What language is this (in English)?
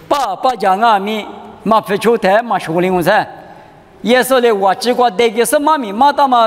Lisu